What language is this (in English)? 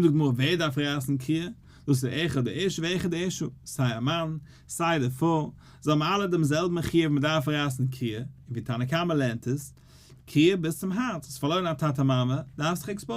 Yiddish